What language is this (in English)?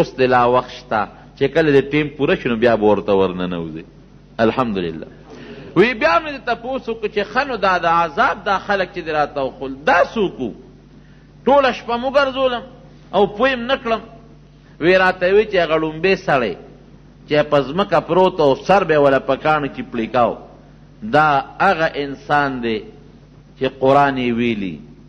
Pashto